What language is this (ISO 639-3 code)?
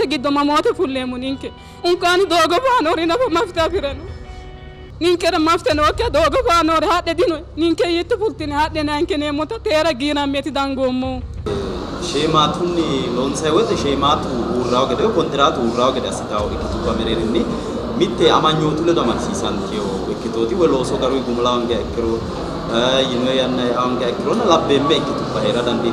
sid